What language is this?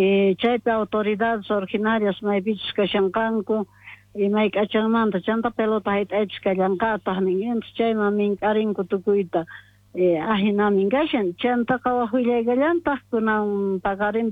Quechua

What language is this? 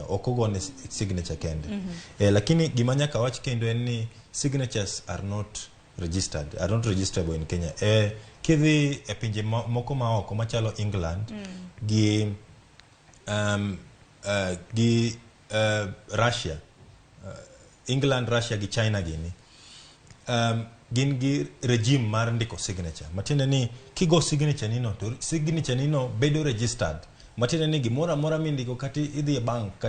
Luo (Kenya and Tanzania)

